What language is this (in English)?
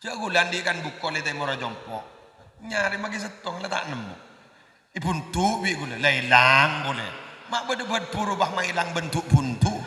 Madurese